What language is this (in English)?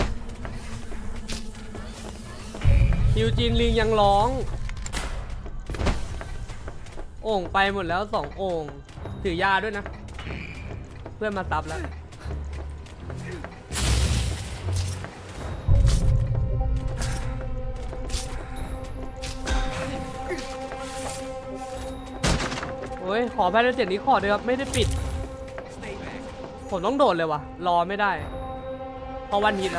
Thai